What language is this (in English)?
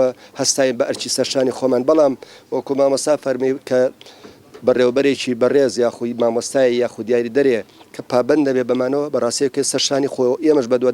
Central Kurdish